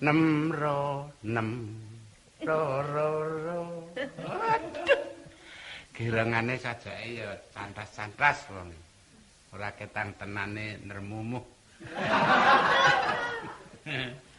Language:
Javanese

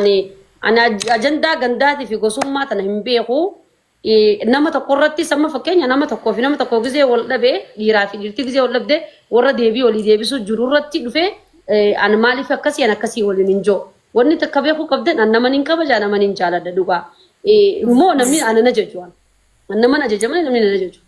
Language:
Oromo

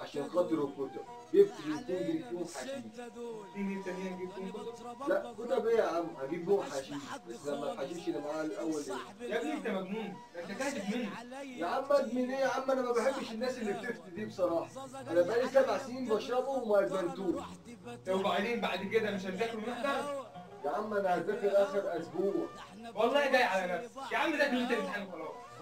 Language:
Egyptian Arabic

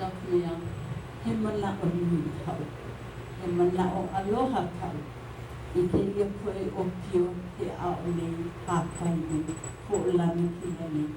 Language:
Hawaiian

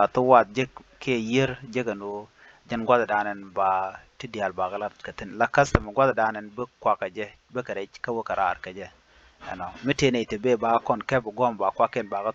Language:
Nuer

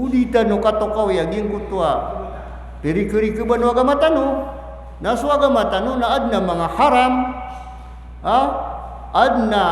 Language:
Maranao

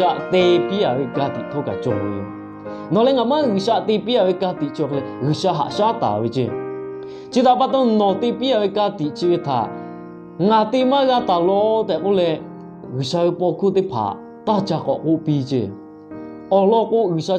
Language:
Lahu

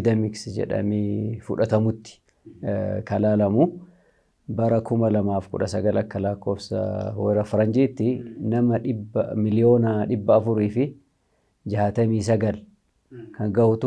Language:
Oromo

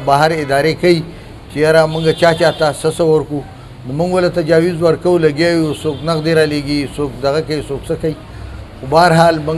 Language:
Pashto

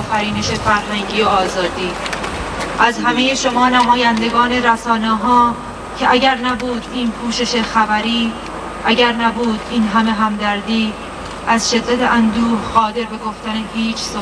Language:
Persian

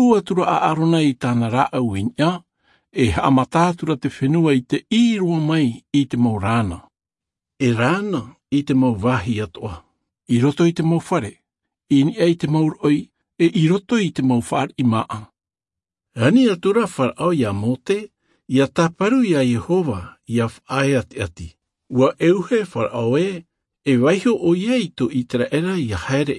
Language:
Tahitian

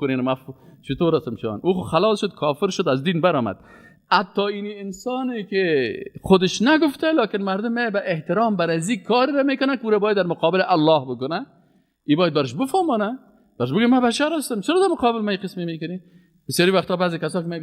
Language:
Persian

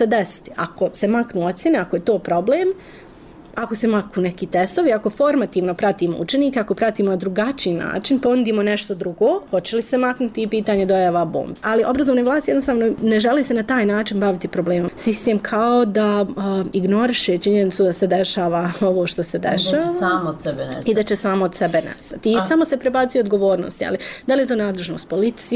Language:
Bosnian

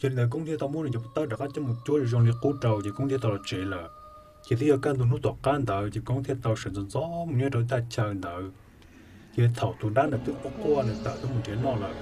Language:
Hmong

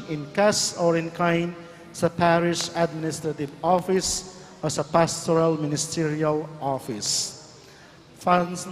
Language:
Pampanga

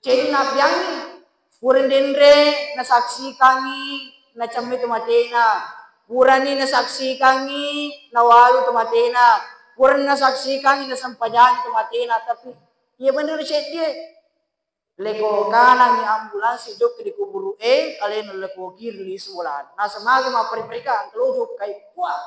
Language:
Buginese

